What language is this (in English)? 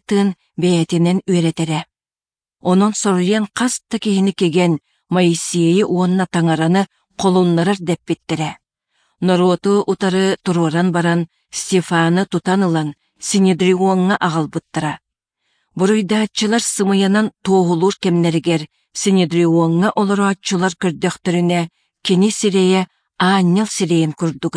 Yakut